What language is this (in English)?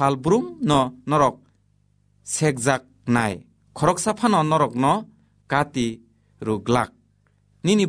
Kok Borok